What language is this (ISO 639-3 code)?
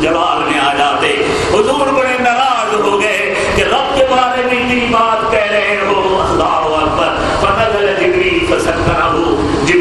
urd